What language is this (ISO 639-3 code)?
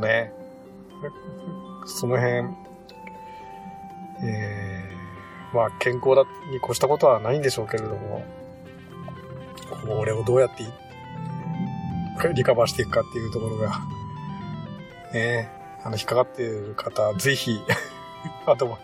jpn